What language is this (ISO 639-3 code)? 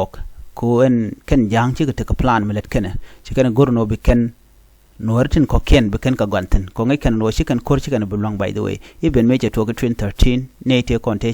nus